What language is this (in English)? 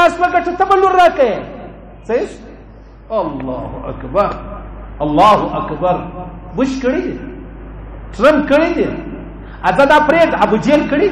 Pashto